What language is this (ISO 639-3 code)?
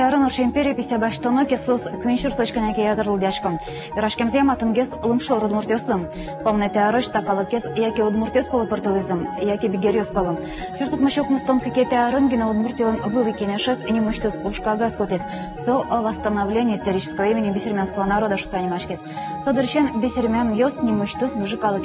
udm